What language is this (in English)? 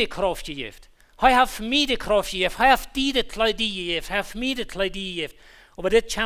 Plautdietsch